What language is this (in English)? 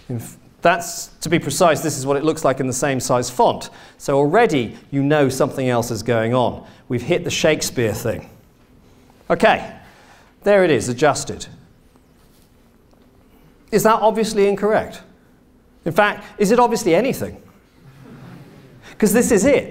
English